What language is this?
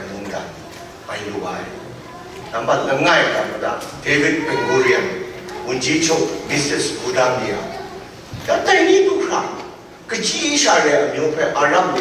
Kachin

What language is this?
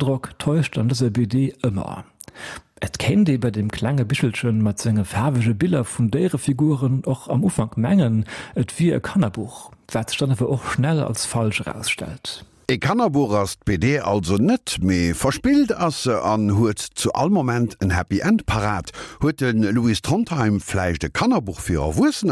Luxembourgish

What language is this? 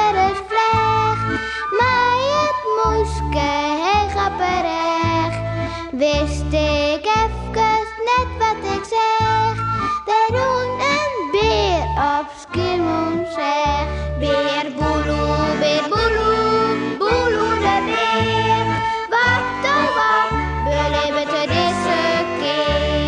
Western Frisian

